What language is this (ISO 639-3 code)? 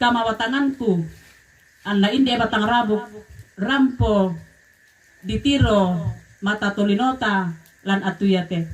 sda